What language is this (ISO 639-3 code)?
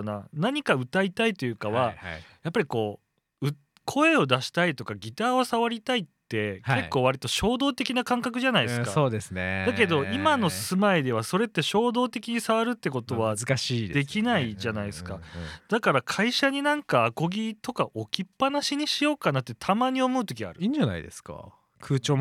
jpn